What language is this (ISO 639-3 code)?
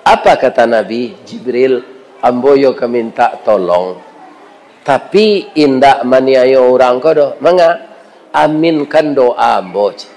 min